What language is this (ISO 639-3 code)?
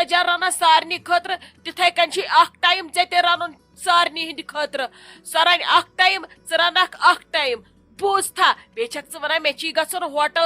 kas